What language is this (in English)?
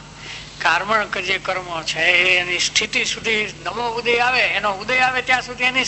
Gujarati